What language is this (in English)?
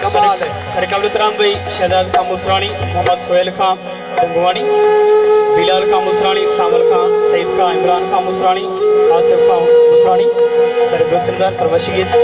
Saraiki